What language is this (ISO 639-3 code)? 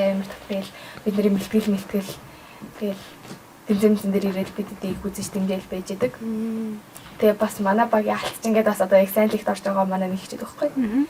mon